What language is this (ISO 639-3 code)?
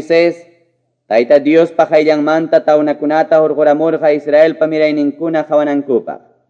que